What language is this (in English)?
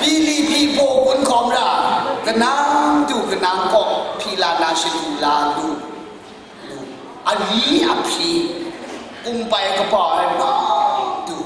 Kachin